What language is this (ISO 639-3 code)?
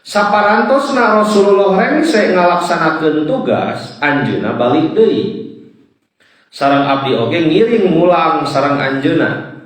sun